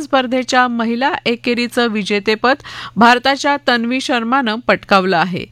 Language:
Marathi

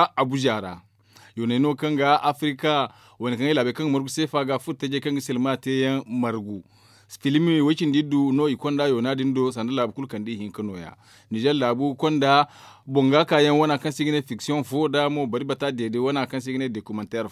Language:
Zarma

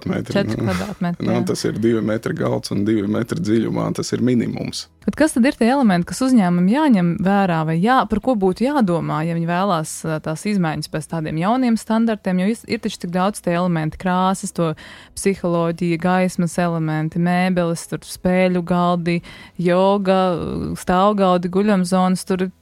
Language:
Latvian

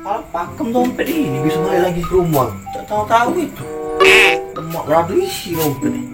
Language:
Musi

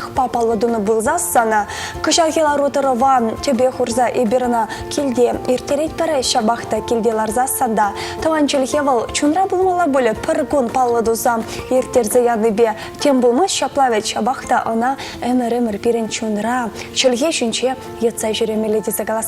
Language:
Chuvash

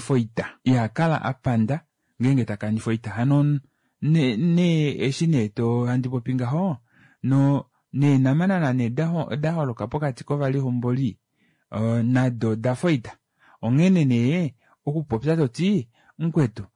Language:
Kuanyama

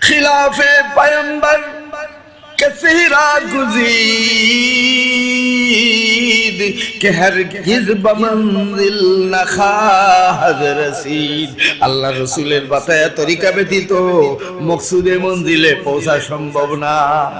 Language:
Sylheti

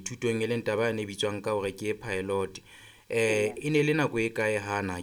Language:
Southern Sotho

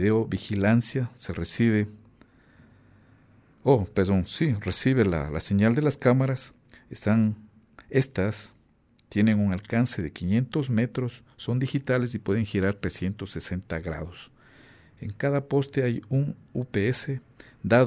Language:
Spanish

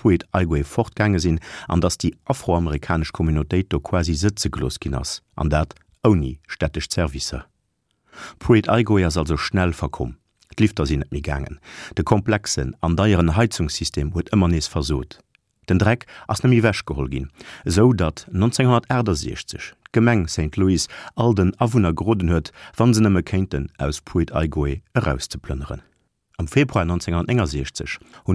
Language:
Luxembourgish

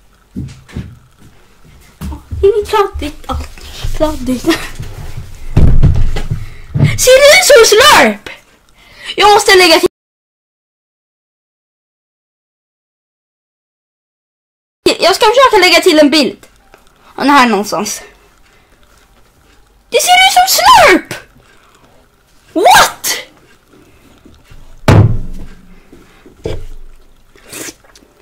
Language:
Swedish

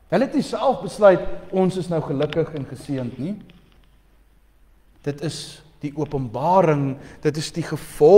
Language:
Afrikaans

